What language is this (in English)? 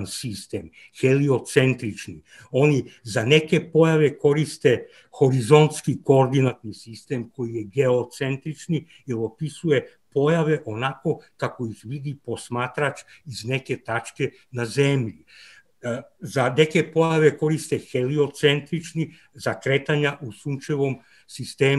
Serbian